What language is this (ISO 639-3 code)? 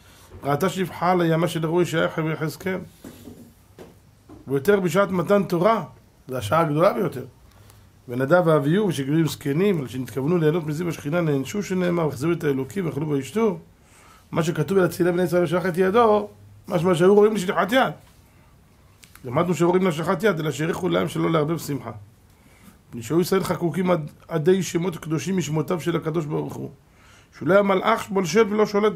heb